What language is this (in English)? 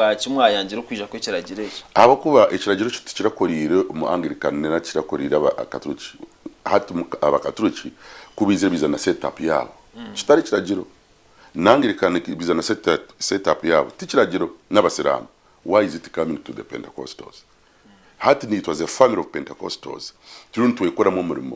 Nyankole